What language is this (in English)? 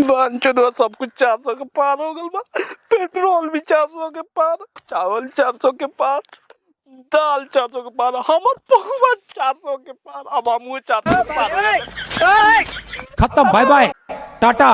Bhojpuri